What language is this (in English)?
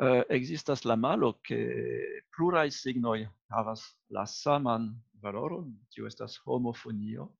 Esperanto